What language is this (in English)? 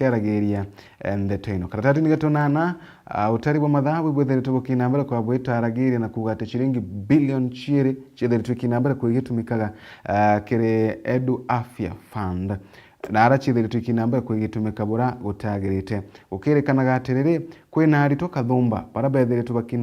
Meru